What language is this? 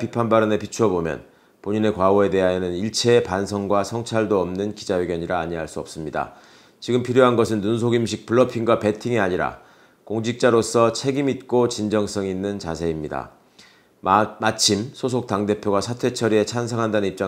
Korean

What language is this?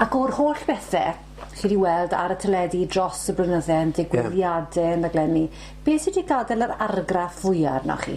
Welsh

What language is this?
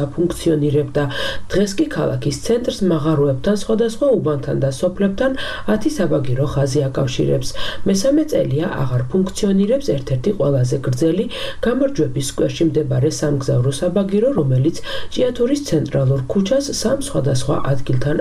Georgian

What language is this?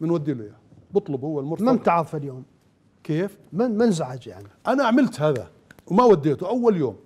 Mesopotamian Arabic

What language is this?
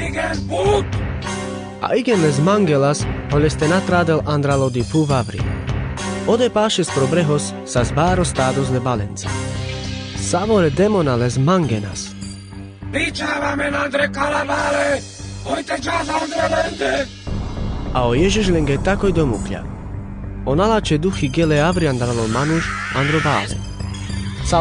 Carpathian Romani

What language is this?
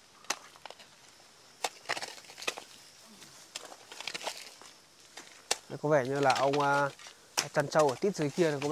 Vietnamese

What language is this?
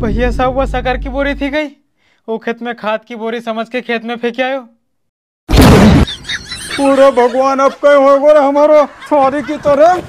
Rajasthani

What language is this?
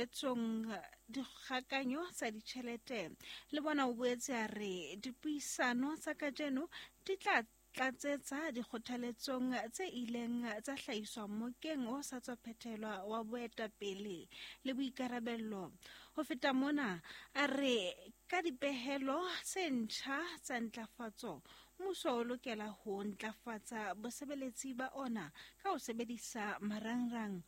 Southern Sotho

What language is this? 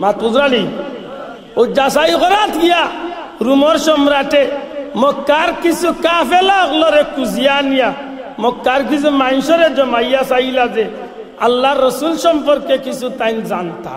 Sylheti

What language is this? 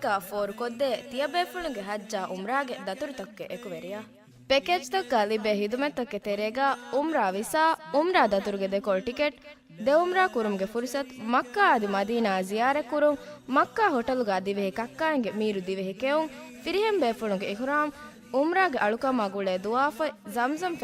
Divehi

